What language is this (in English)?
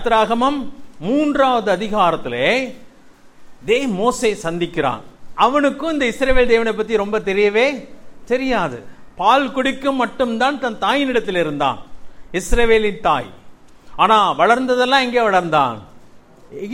Tamil